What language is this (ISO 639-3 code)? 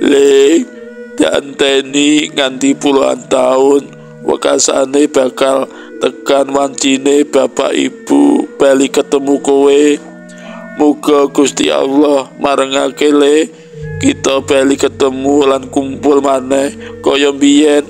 jav